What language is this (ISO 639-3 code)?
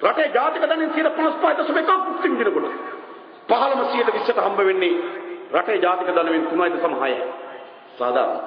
sin